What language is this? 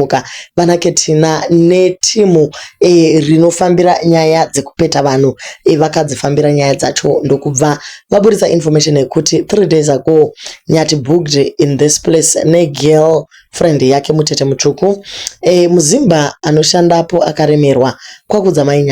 Shona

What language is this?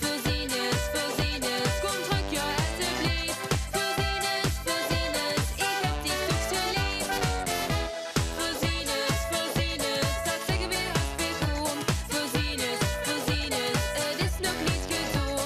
Limburgish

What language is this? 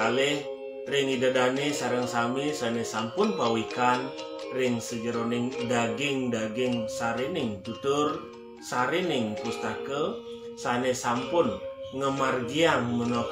Balinese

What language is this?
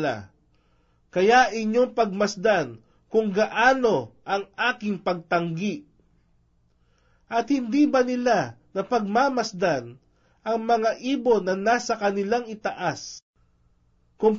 Filipino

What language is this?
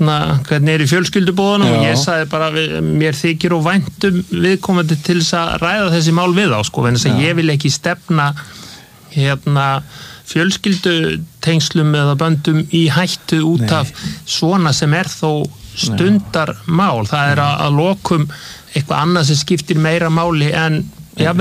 Icelandic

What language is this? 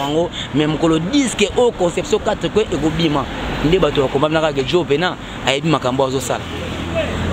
Lingala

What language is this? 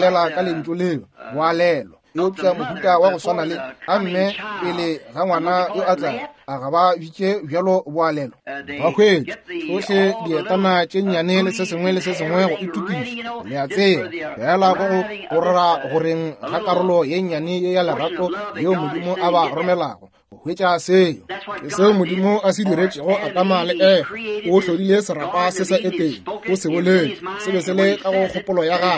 Northern Sotho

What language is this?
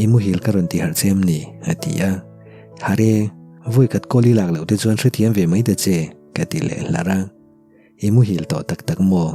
Mizo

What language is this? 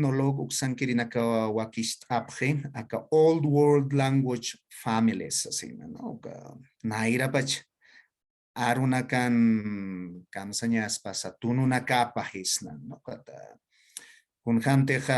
Aymara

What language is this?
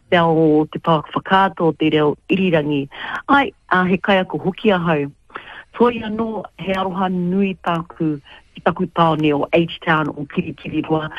Māori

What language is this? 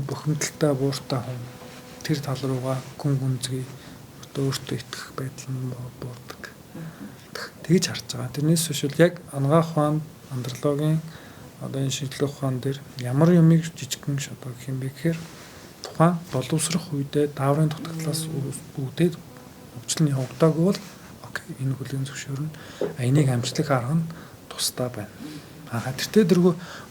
Mongolian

